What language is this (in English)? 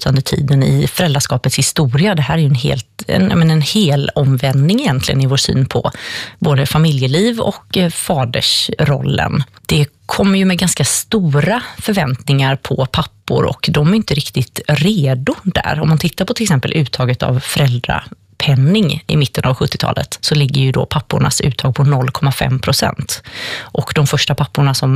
Swedish